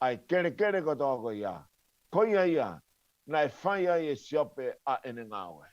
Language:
Tongan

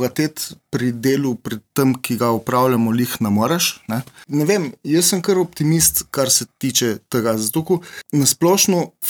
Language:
Slovenian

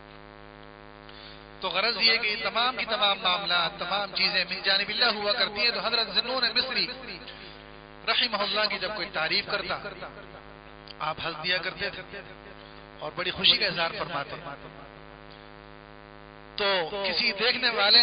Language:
Urdu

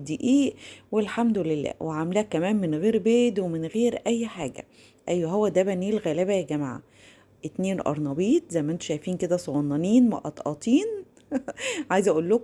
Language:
Egyptian Arabic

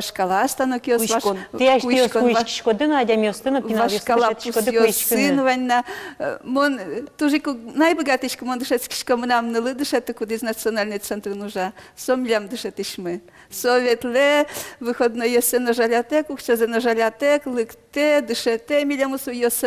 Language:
Udmurt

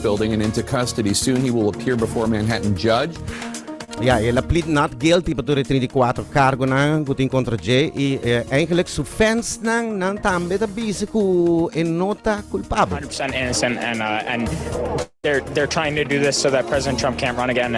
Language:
Papiamento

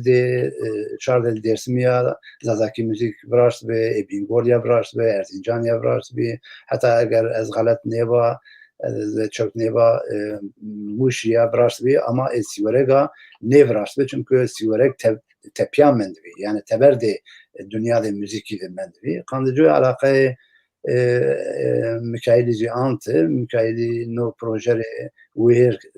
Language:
Zaza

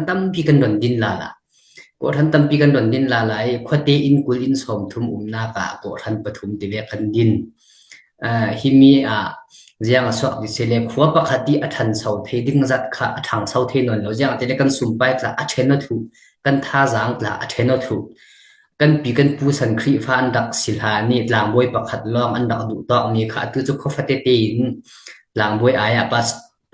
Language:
Falam Chin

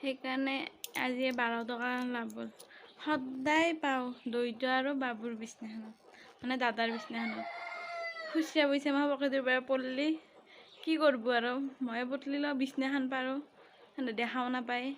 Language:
Assamese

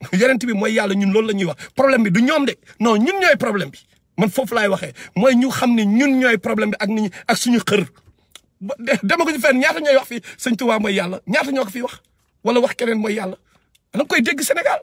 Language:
Wolof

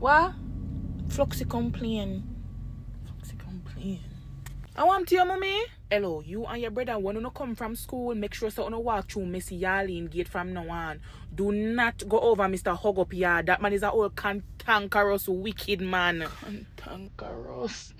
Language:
Jamaican Creole English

